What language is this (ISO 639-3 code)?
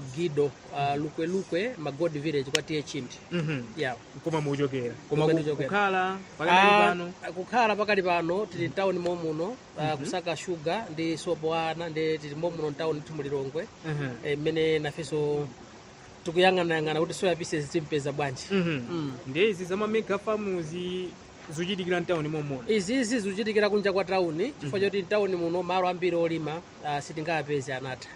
nya